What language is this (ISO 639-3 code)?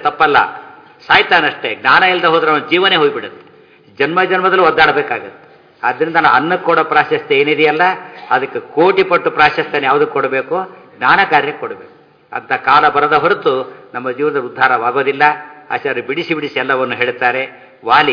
kan